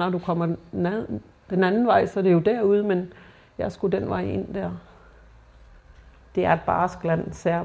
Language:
Danish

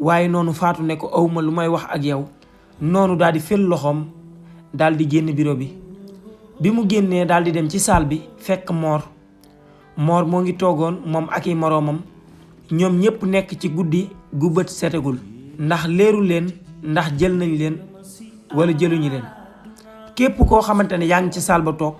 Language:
Wolof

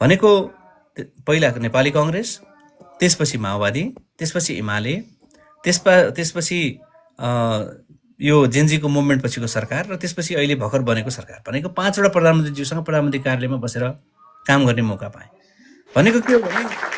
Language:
Nepali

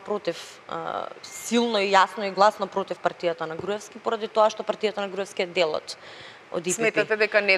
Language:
Macedonian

